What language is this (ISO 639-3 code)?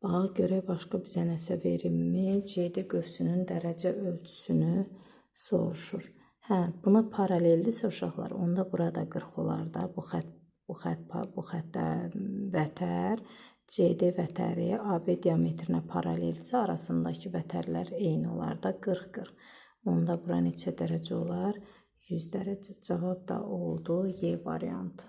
aze